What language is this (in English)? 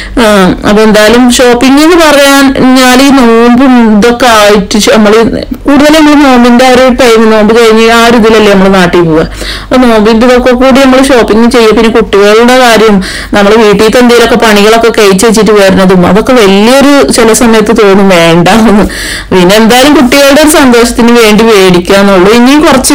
Malayalam